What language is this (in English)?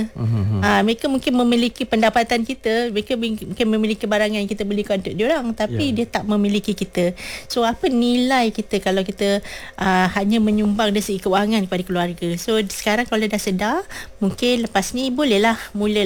Malay